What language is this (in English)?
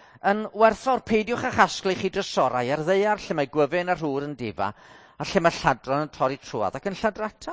Welsh